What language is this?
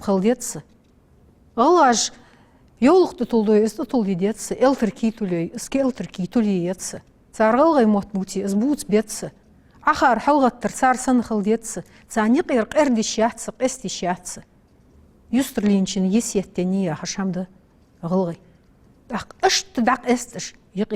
Ingush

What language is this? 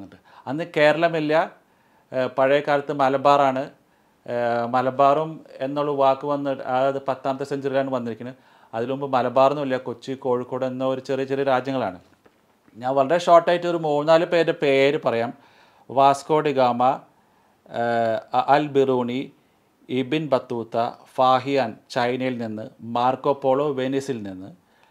Malayalam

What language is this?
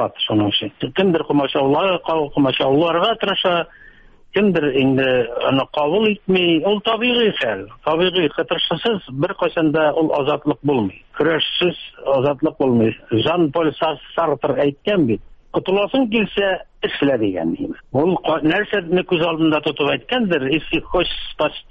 Tatar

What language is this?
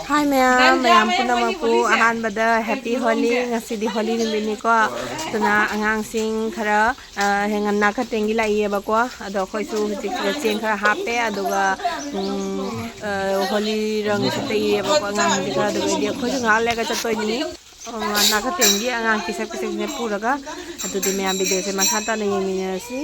Manipuri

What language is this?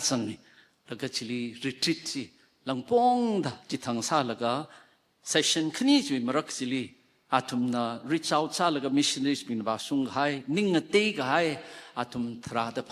Tangkhul Naga (India)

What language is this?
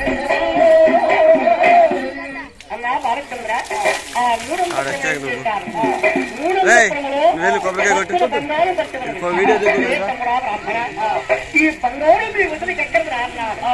Telugu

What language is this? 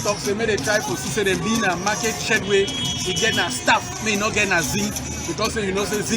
Cameroon Pidgin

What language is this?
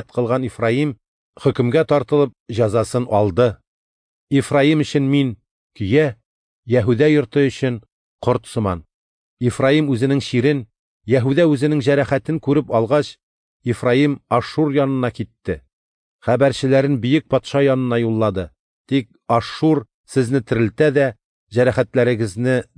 Tatar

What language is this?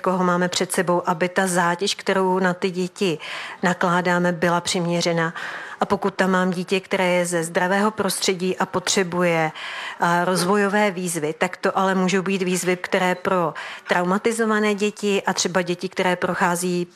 Czech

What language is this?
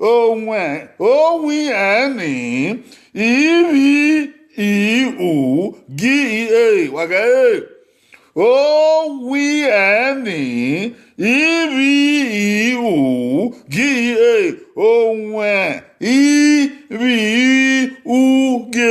Bini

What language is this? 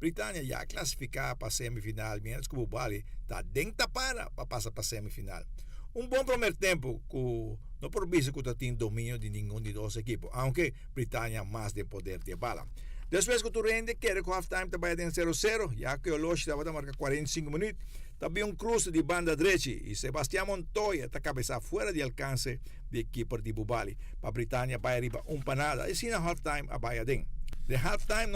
Papiamento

